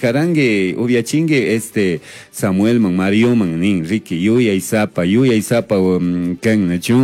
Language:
Chimborazo Highland Quichua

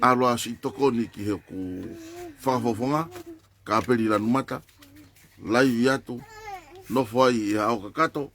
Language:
Tongan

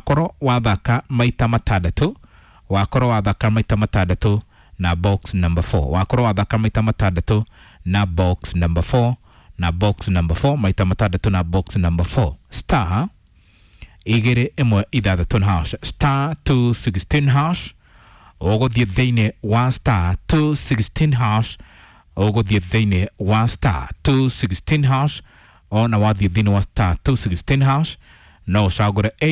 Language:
Kikuyu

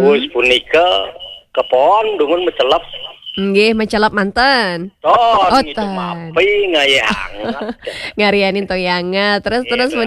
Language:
Balinese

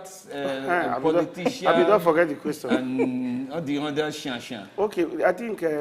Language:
Nigerian Pidgin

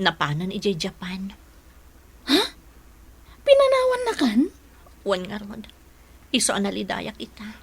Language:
Iloko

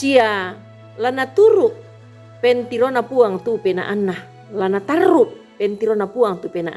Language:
Toraja-Sa'dan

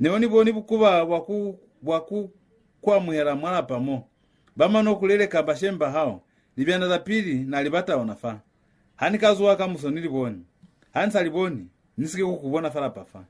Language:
Lozi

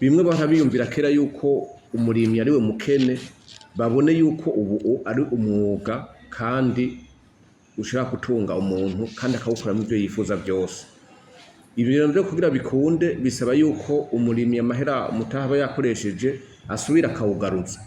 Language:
Rundi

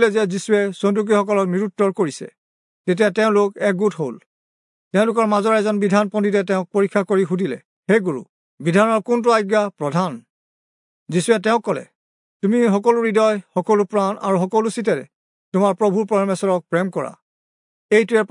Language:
Assamese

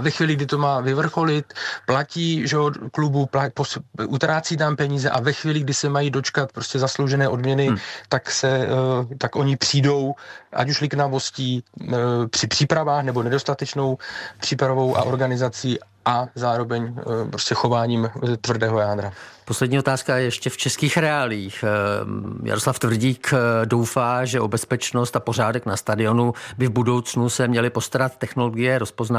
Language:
Czech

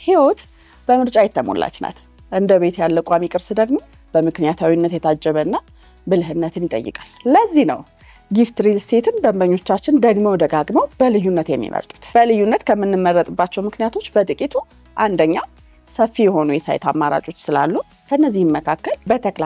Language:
Amharic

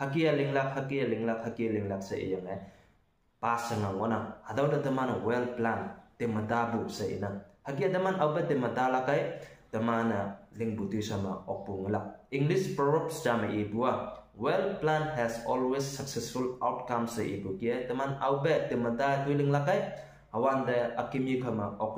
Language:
Konyak Naga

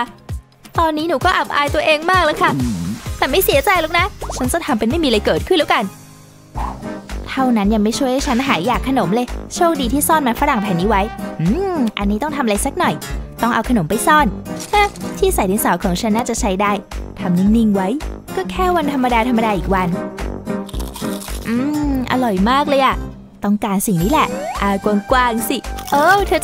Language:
Thai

